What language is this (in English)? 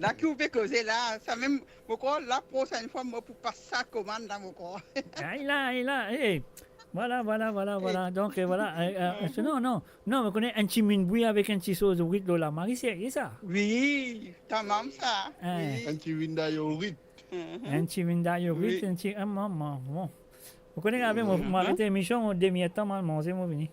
Morisyen